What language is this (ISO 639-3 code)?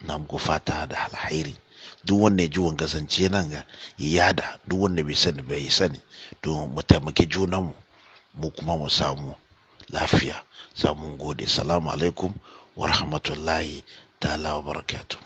hau